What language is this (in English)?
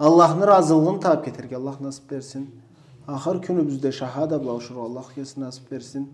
Karachay-Balkar